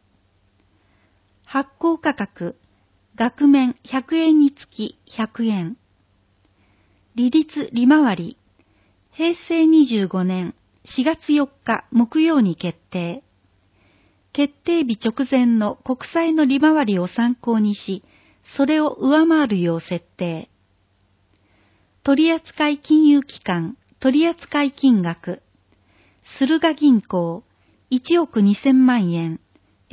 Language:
Japanese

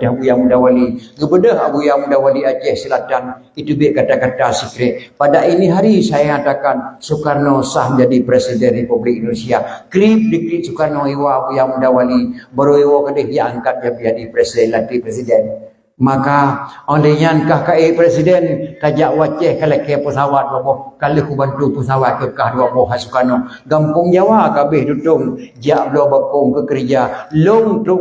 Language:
Achinese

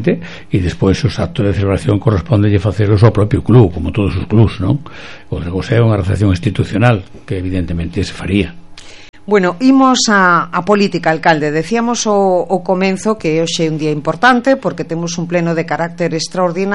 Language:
Galician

